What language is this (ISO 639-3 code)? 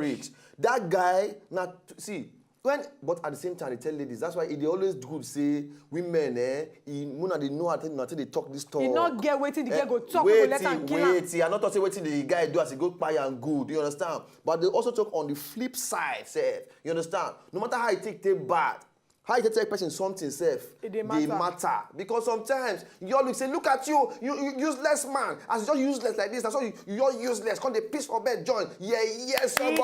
pcm